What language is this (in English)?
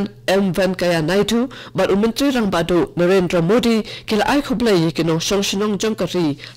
Khasi